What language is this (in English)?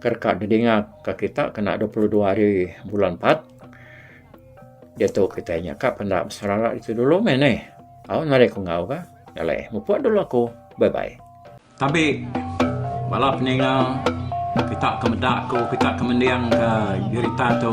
Iban